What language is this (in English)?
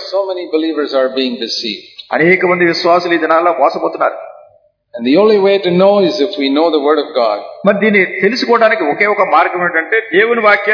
Telugu